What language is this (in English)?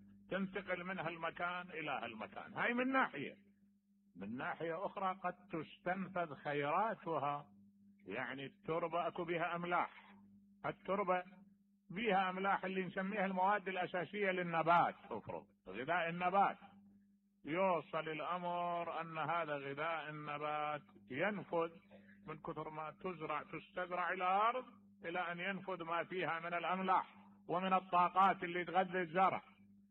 Mesopotamian Arabic